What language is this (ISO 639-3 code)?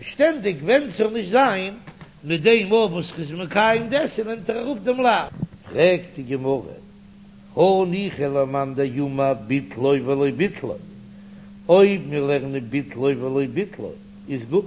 yid